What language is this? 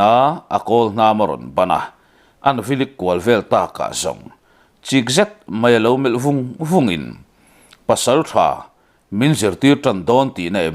Mizo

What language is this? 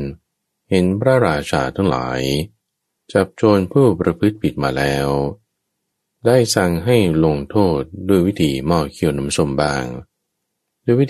Thai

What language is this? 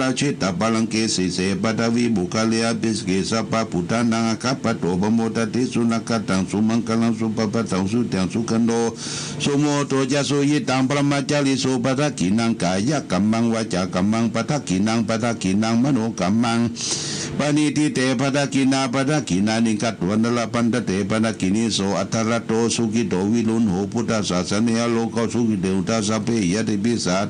Pali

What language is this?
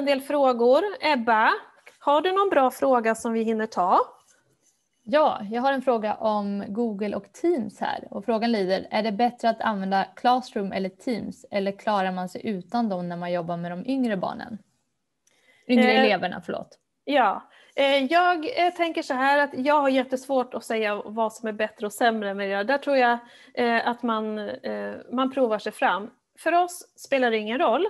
Swedish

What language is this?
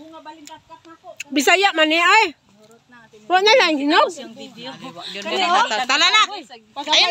Cebuano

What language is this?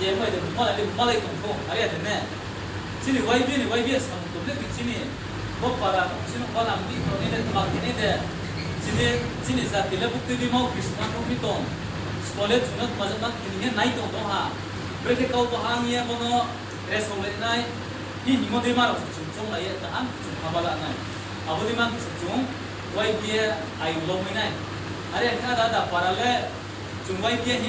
Riang (India)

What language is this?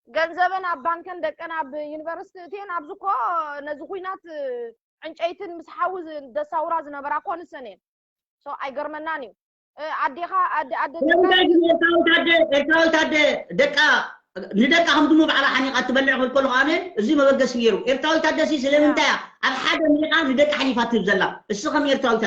Tigrinya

